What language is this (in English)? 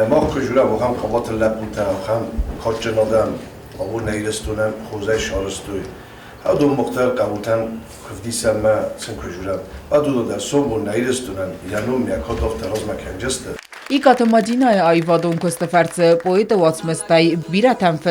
Ossetic